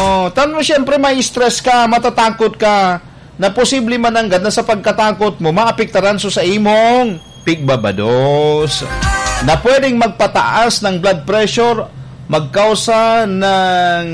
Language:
Bikol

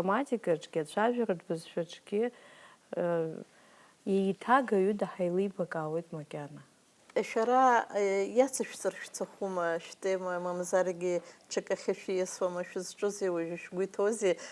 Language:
Abkhazian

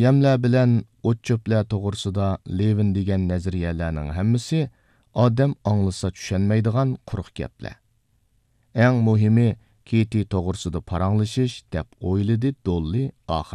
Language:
Uyghur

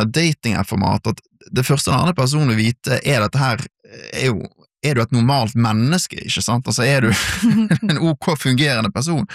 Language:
Norwegian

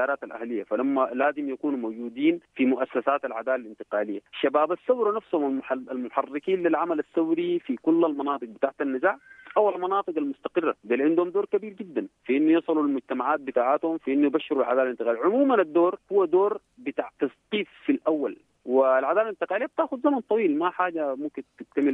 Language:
Sudanese Arabic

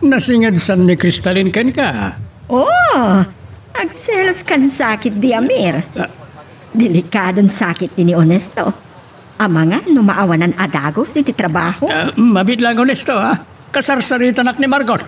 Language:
Iloko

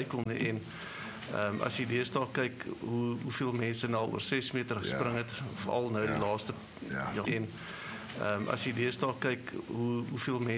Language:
Afrikaans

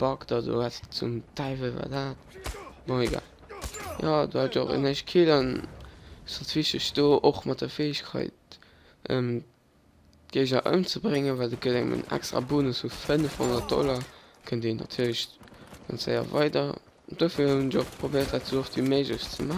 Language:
Luxembourgish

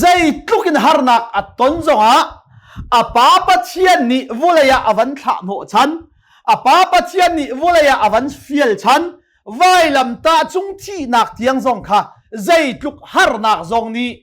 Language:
Hakha Chin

